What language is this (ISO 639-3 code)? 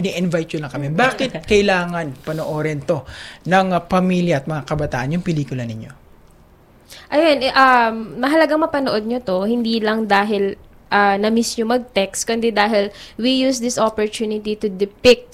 fil